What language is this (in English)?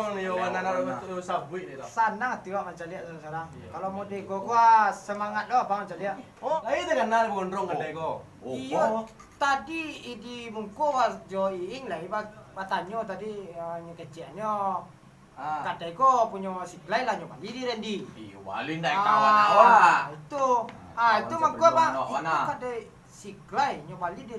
Minangkabau